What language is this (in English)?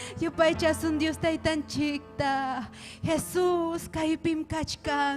Ayacucho Quechua